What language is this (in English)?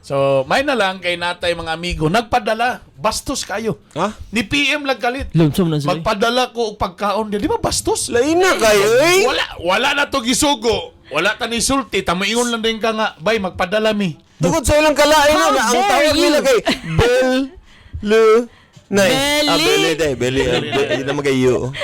Cebuano